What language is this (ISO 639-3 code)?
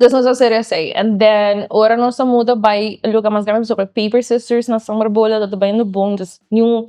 pap